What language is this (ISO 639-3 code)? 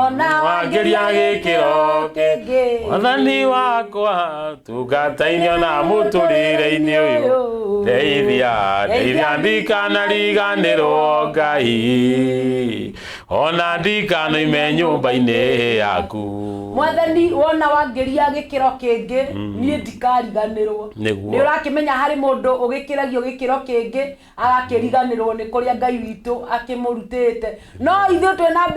kik